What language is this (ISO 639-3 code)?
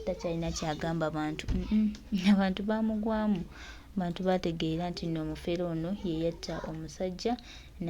lug